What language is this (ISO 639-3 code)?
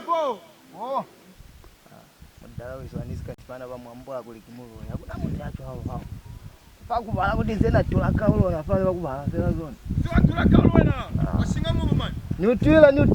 loz